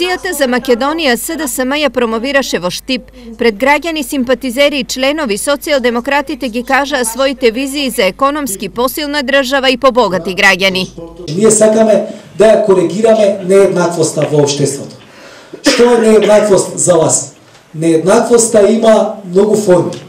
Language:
Macedonian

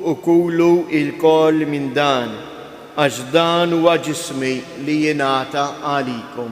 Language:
Maltese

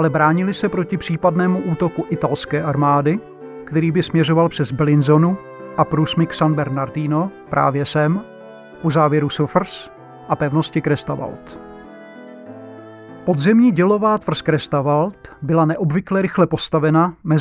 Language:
Czech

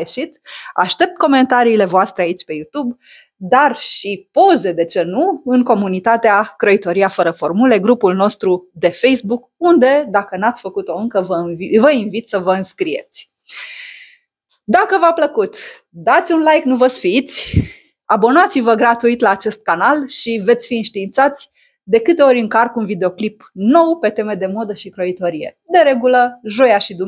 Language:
Romanian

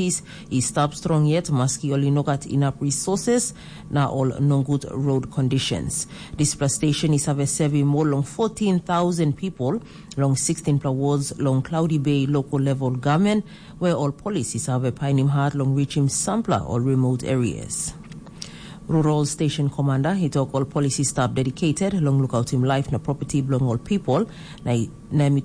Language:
Tok Pisin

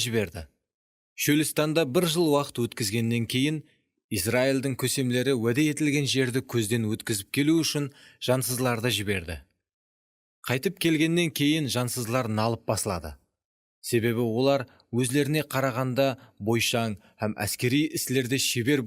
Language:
Kara-Kalpak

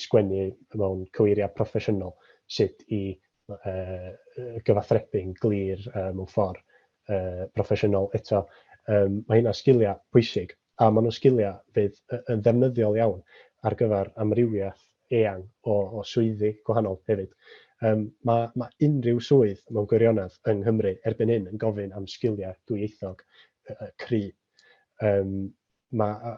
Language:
Welsh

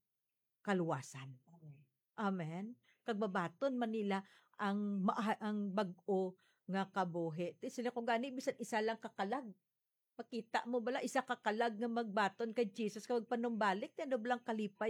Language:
Hiligaynon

